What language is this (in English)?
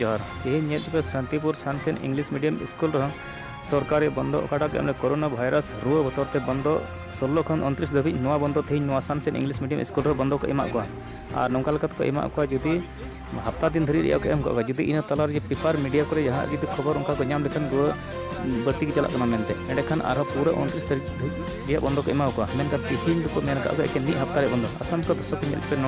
Santali